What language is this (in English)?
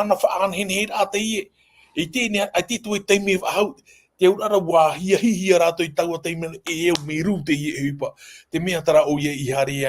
Tahitian